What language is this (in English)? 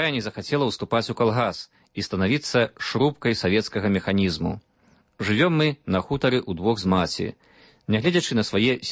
Belarusian